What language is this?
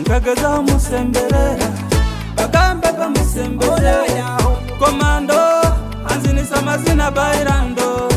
Nyoro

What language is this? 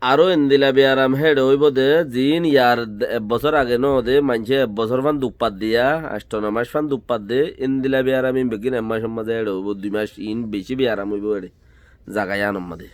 Rohingya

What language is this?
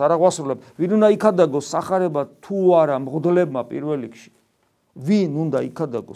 Georgian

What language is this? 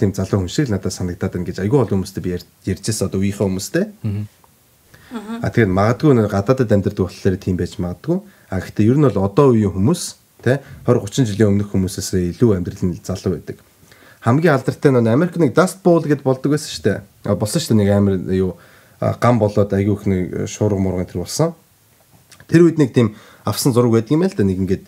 Mongolian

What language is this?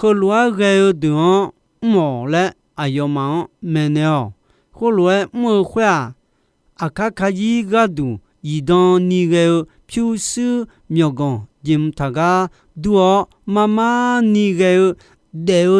Akha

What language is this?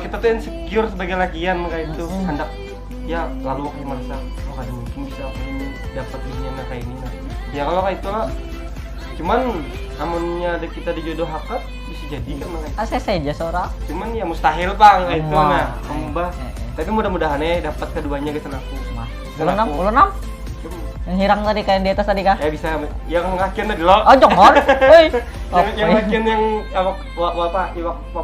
Banjar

